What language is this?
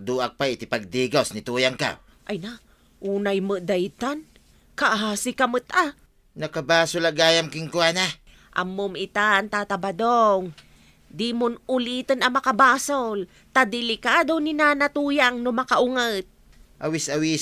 Iloko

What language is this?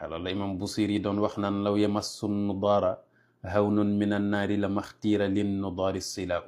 Wolof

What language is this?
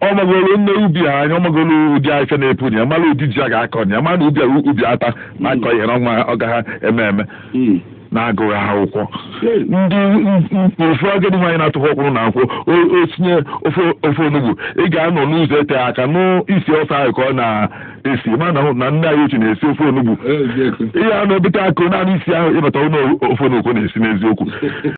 Igbo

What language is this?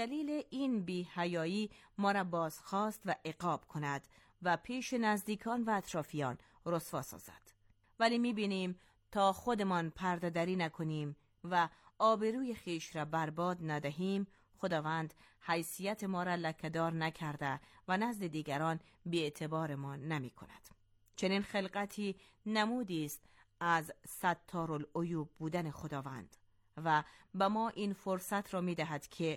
Persian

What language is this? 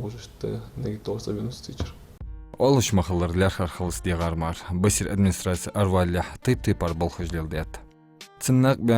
Ingush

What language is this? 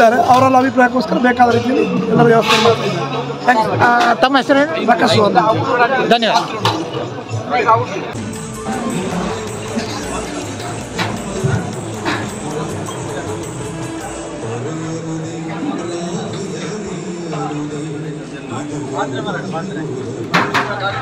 Kannada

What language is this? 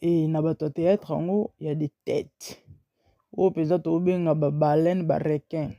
Lingala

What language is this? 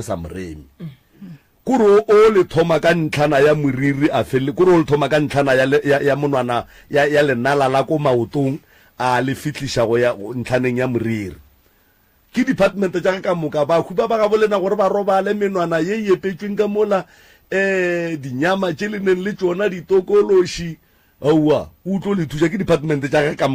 Northern Sotho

